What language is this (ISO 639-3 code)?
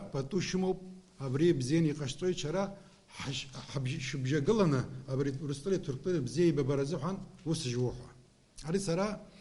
abk